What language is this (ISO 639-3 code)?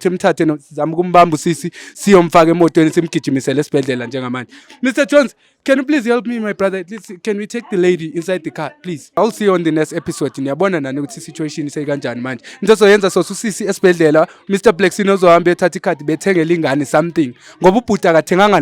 zul